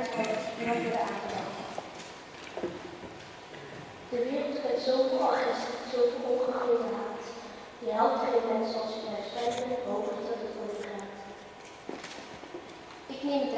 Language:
Dutch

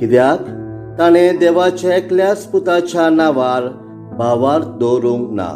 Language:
Konkani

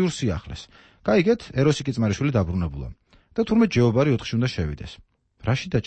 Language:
Georgian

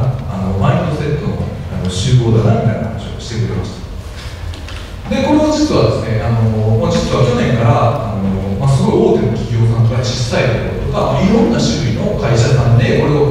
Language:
Japanese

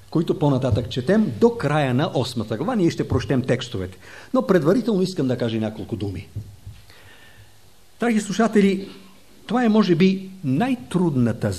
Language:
Bulgarian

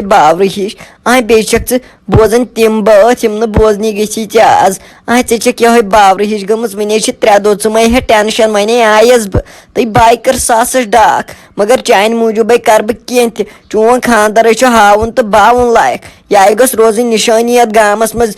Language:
Kashmiri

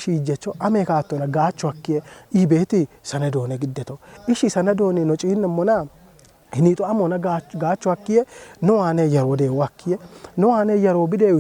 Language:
Kafa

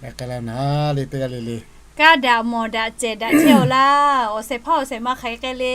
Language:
Lahu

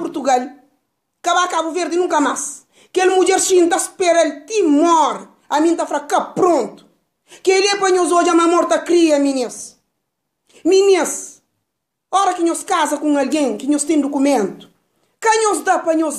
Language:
Kabuverdianu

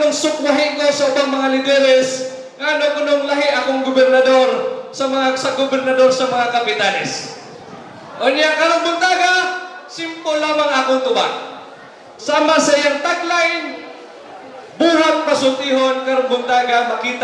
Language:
Cebuano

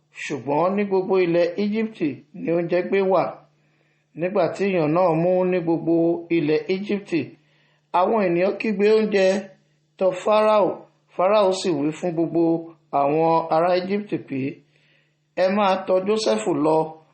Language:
Yoruba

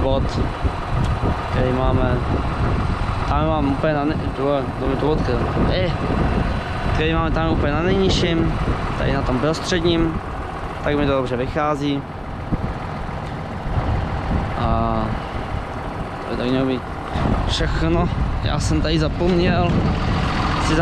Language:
Czech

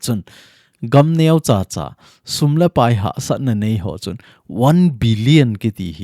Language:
Thado Chin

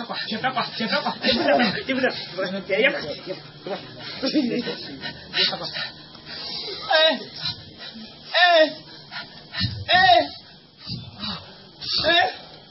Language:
French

